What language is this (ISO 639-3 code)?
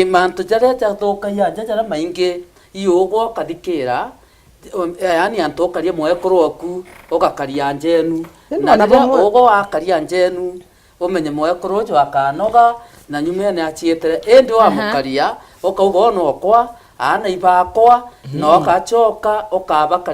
mer